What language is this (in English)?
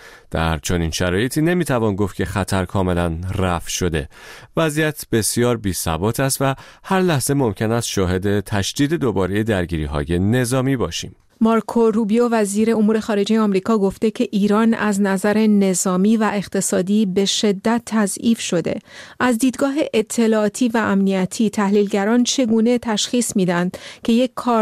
Persian